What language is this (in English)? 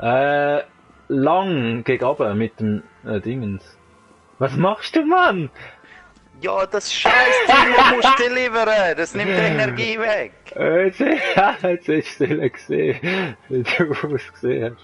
Swiss German